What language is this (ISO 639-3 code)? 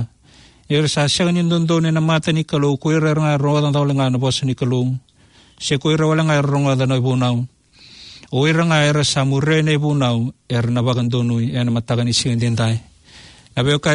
fij